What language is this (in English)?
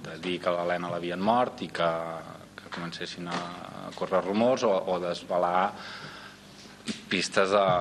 Catalan